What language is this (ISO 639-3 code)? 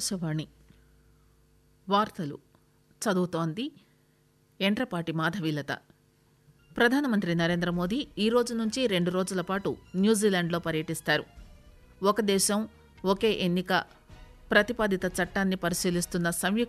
tel